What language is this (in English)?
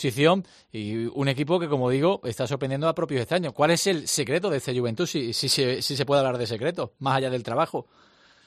Spanish